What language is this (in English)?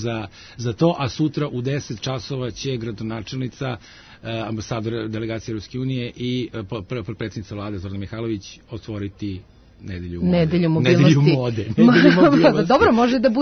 Serbian